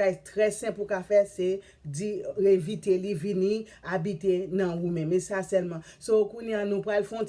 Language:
Haitian Creole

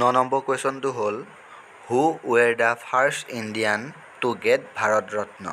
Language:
Assamese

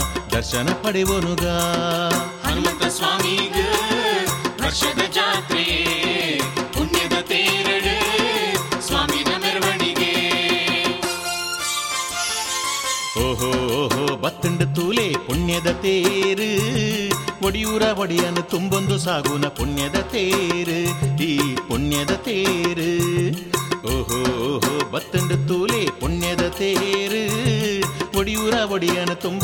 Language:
Tulu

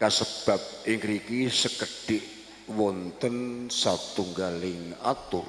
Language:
Javanese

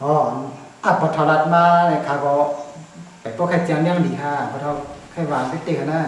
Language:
Shan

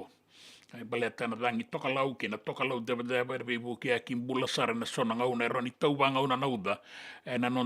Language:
Fijian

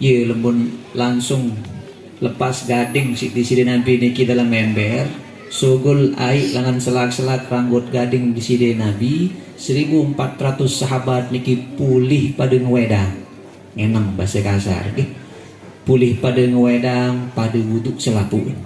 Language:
Sasak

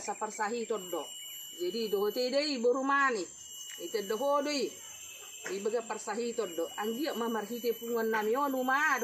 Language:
Batak Toba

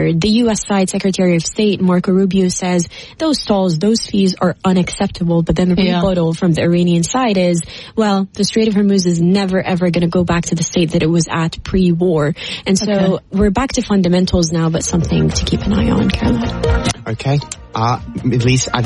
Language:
English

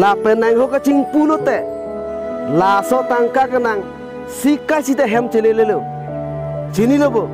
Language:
Karbi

